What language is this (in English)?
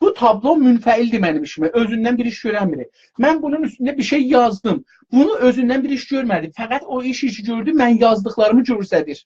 South Azerbaijani